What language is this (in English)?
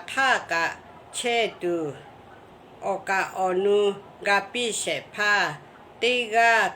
Lahu